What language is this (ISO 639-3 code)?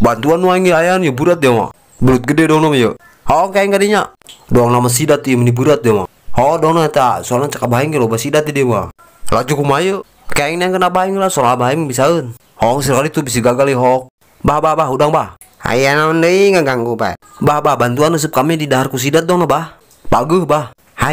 sun